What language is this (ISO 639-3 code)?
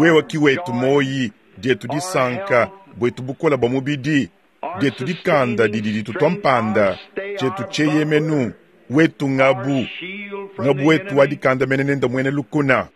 lua